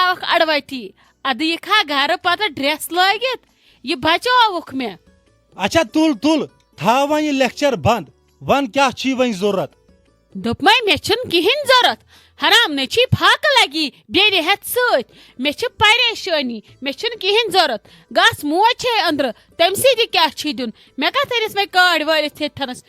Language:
Kashmiri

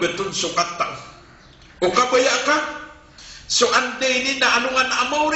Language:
Maranao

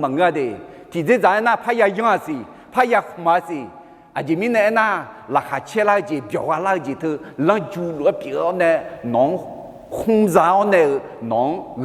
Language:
Akha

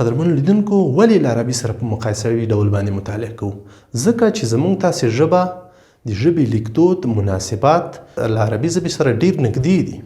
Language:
Pashto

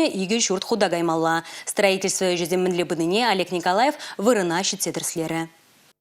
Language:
Chuvash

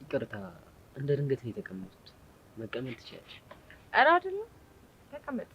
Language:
Amharic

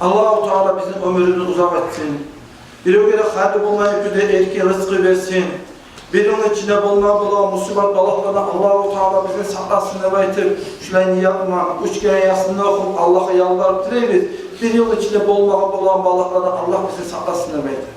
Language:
Kumyk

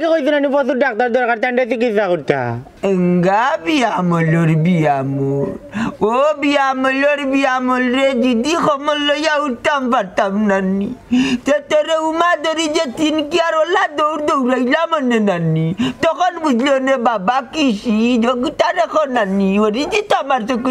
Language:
Sylheti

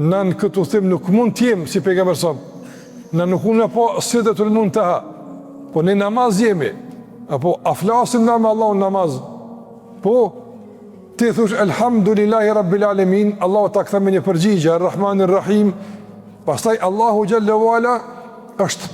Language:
Albanian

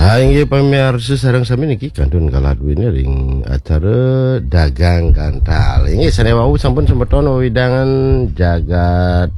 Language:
Balinese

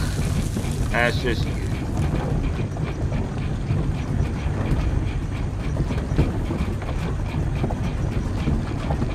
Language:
Hungarian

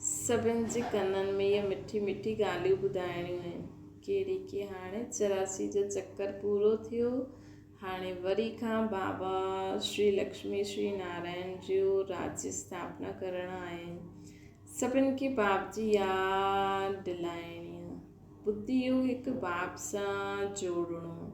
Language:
Sindhi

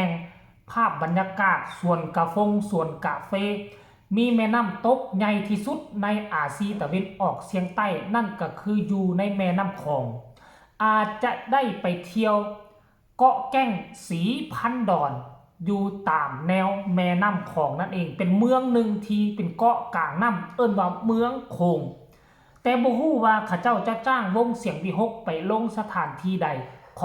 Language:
Northeastern Thai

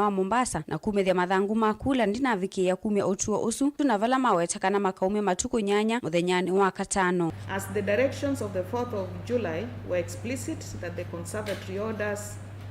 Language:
Kamba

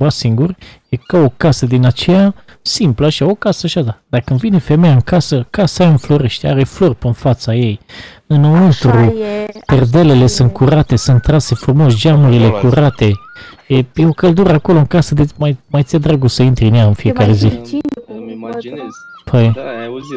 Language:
Romanian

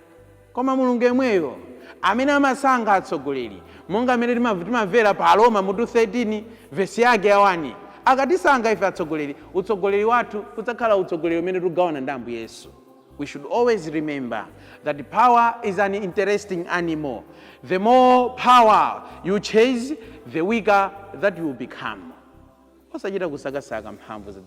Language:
Nyanja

